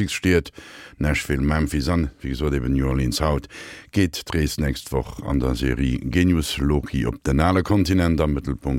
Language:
Luxembourgish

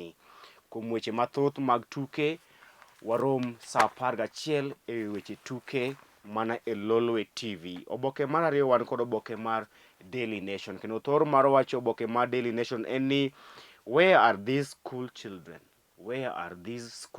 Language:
Luo (Kenya and Tanzania)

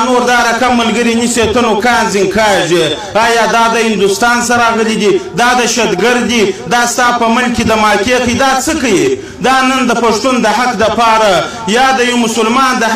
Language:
Pashto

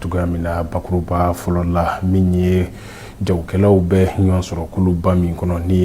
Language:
Bambara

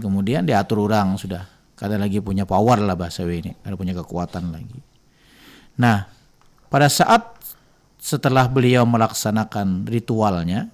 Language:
Banjar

